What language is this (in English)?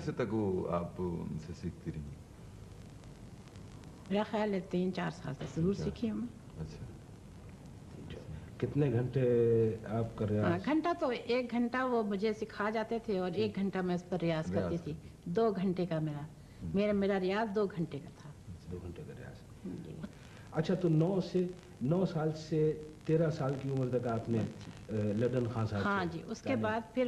Urdu